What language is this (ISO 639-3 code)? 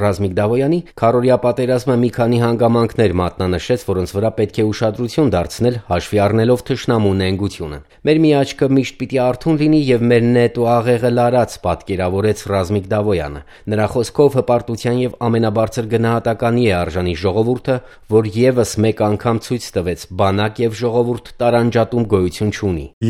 hye